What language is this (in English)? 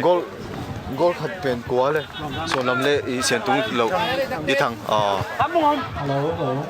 Tedim Chin